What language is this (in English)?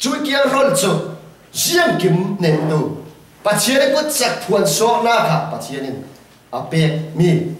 Falam Chin